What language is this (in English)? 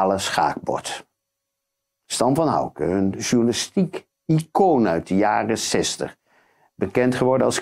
Dutch